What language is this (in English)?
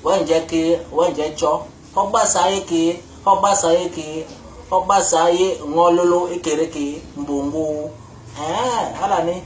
Basaa